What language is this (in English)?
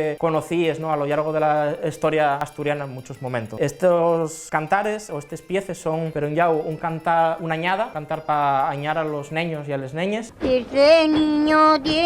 Asturian